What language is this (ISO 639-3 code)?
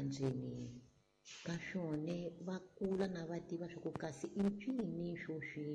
tso